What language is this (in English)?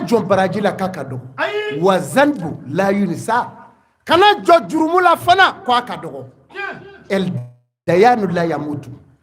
Bambara